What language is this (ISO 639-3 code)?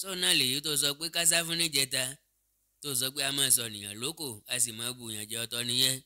yor